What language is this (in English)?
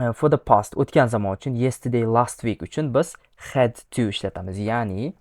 Uzbek